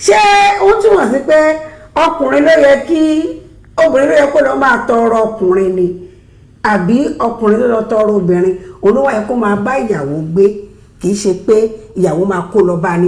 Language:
Yoruba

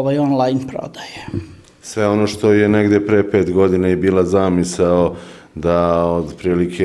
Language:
Serbian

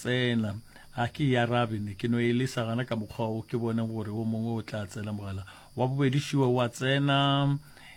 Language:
Northern Sotho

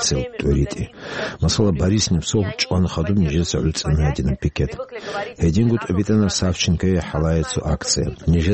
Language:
Avaric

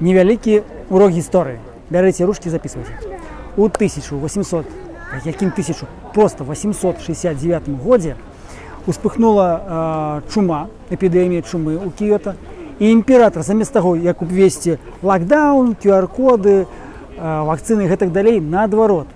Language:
Belarusian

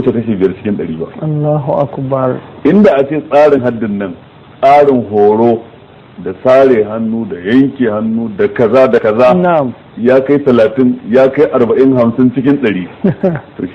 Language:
Hausa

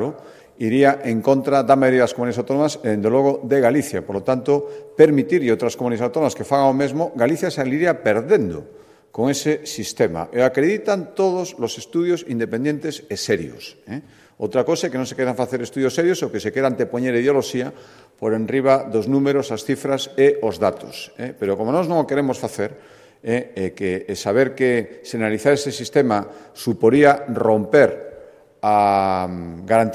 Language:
Galician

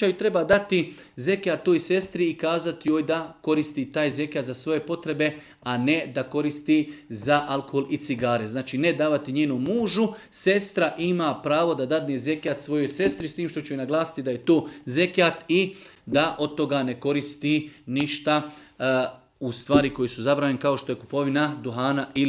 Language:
Bosnian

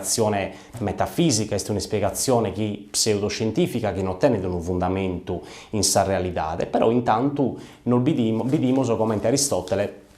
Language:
Sardinian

